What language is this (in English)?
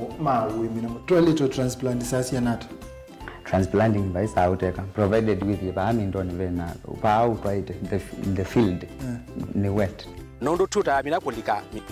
Kamba